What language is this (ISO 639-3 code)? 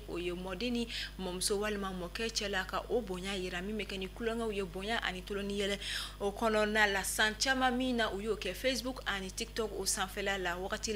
bam